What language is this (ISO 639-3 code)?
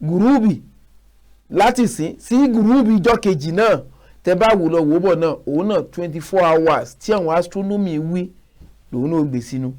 yor